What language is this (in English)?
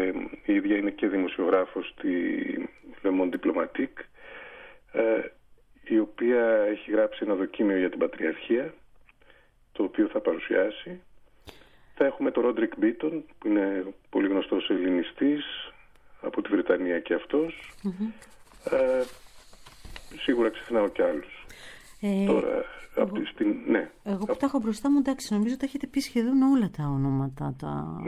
Greek